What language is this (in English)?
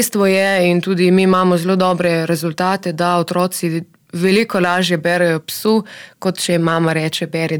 Slovenian